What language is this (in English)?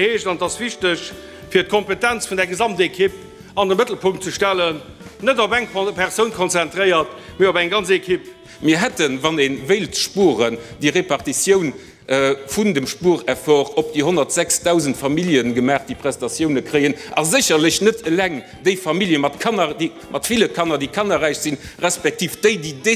Luxembourgish